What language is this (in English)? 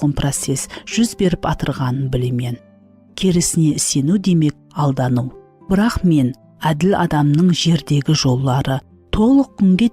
Kara-Kalpak